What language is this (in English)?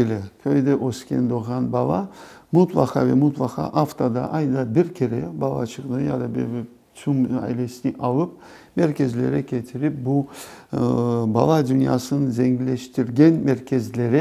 Crimean Tatar